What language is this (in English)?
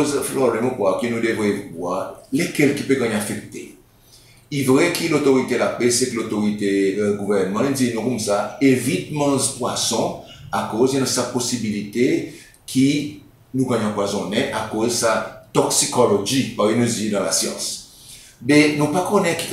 Seselwa Creole French